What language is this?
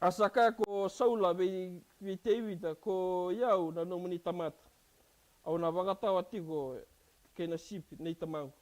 Fijian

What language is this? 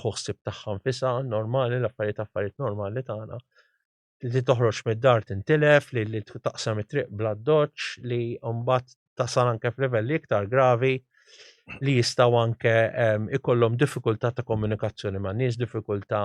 Maltese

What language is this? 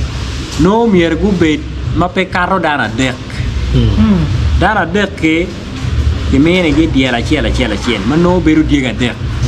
Acoli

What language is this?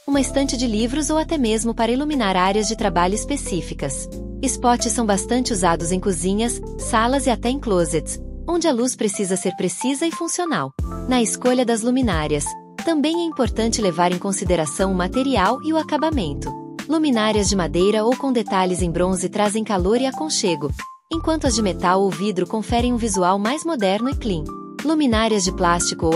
Portuguese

